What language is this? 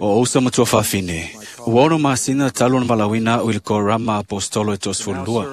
Samoan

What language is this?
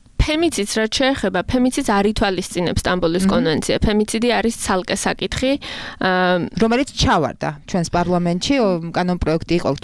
Georgian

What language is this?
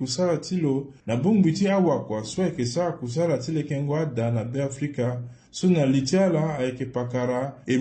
Sango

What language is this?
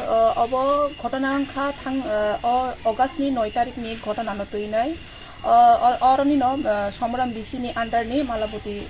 Kok Borok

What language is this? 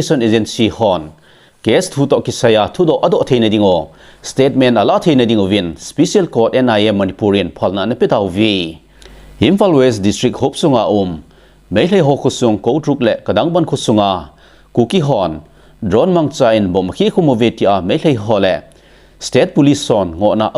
Thado Chin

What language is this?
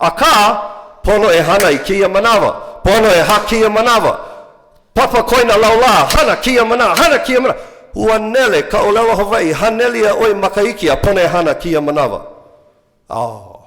Hawaiian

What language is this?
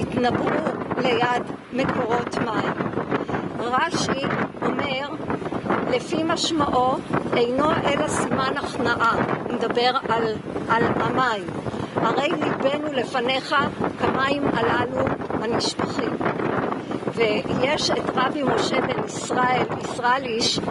Hebrew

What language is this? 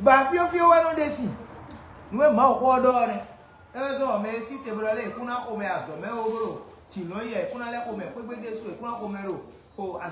Fon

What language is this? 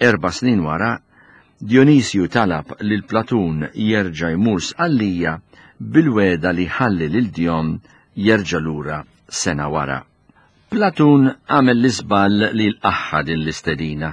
Maltese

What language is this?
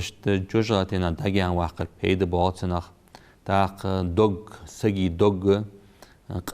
Ingush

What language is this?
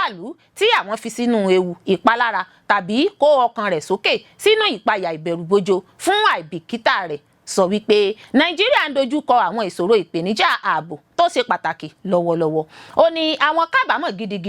Yoruba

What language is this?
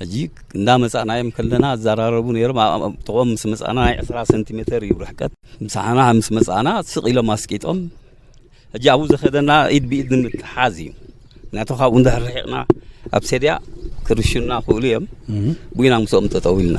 Tigrinya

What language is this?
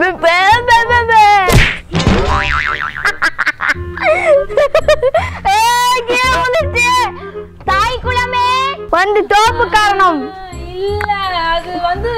Tamil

